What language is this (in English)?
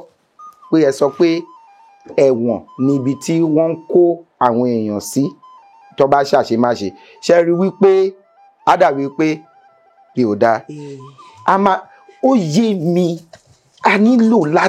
Yoruba